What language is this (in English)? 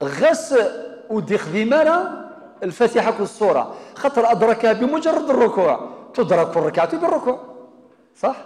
Kabyle